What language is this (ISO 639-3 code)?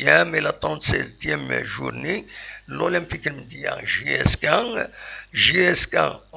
kab